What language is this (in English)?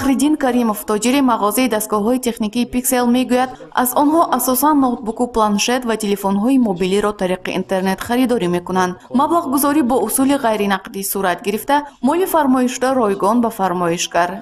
Tajik